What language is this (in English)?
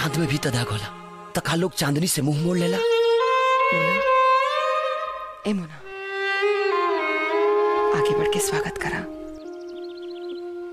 Bhojpuri